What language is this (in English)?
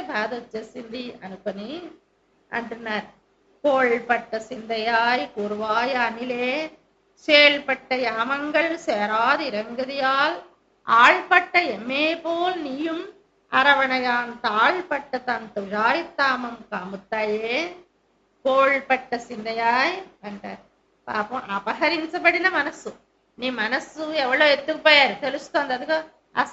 Telugu